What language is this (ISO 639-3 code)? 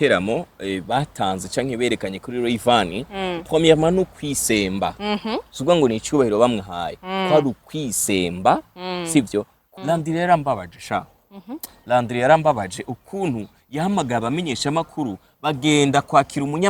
run